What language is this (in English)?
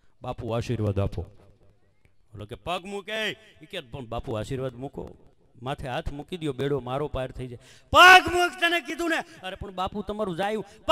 Gujarati